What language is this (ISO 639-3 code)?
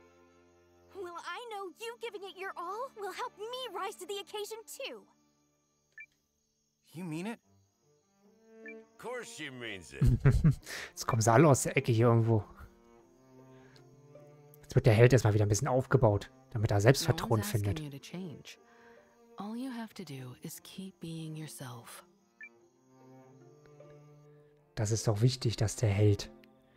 deu